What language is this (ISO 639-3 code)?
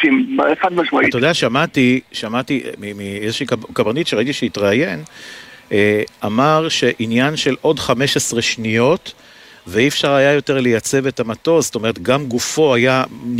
heb